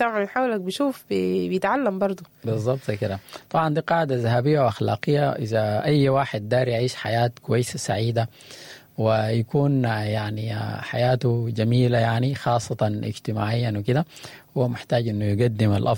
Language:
Sudanese Arabic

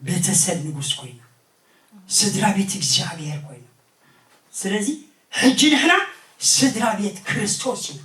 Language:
Tigrinya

